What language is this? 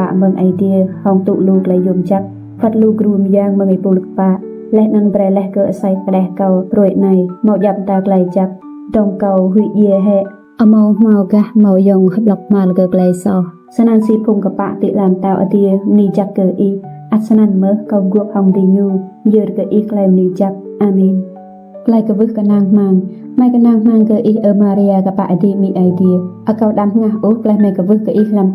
Rade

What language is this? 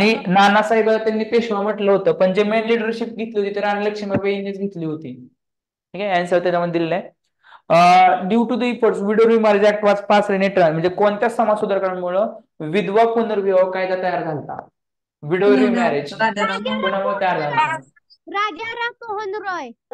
Marathi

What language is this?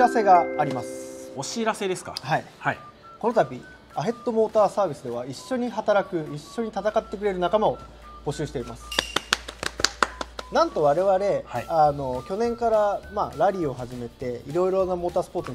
Japanese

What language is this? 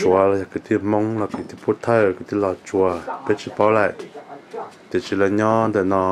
Hmong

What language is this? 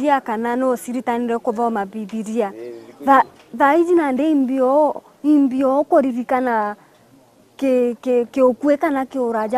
Meru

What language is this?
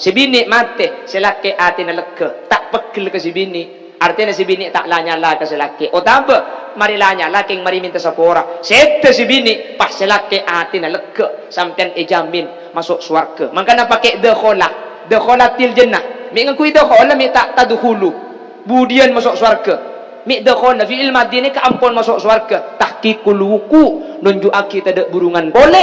Madurese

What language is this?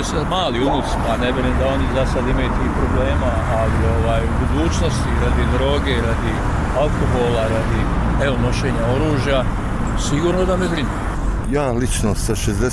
Bosnian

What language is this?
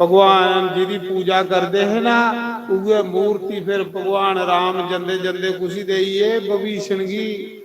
Dogri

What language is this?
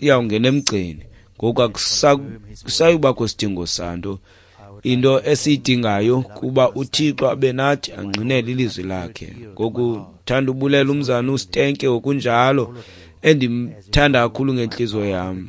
Xhosa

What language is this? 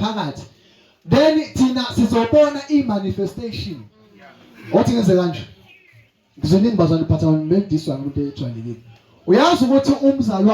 Zulu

